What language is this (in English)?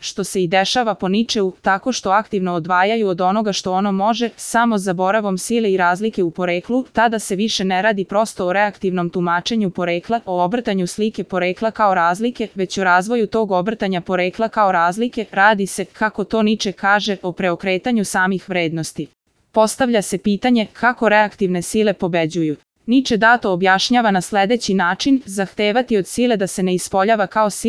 Serbian